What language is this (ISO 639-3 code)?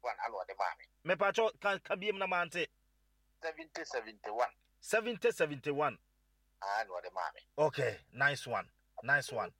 aka